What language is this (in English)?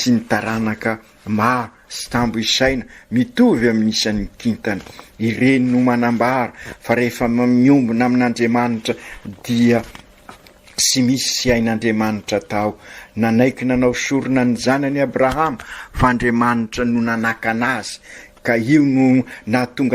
Malagasy